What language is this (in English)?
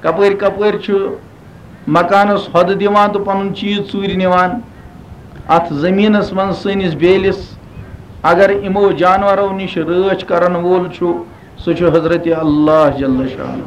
Kashmiri